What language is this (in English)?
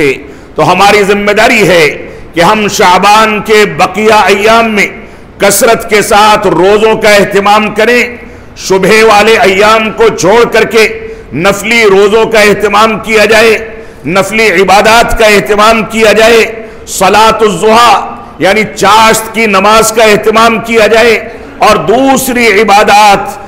Urdu